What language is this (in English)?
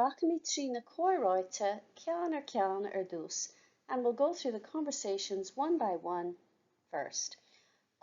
Irish